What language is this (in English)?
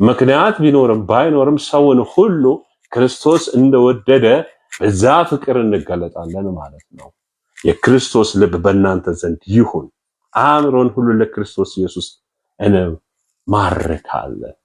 Amharic